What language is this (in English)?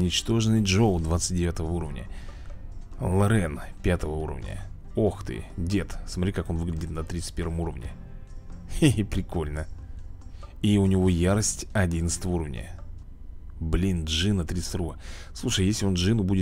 Russian